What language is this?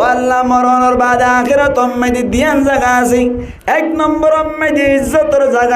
Rohingya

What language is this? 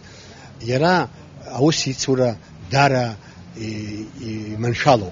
Abkhazian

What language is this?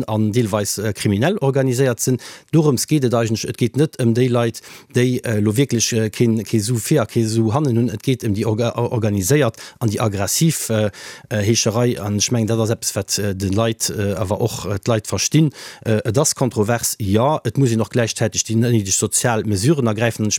Luxembourgish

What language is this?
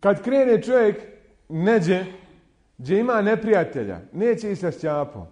Bosnian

